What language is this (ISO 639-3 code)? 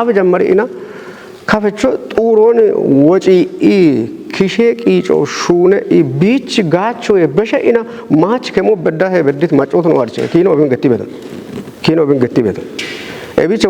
kbr